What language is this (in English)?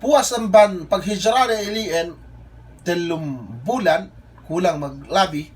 Yakan